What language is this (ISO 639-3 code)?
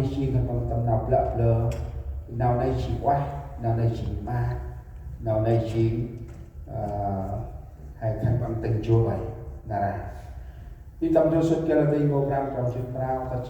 cmo